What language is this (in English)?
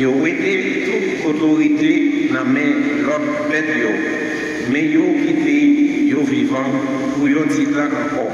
Haitian Creole